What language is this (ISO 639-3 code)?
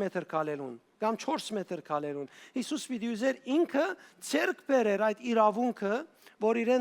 hyw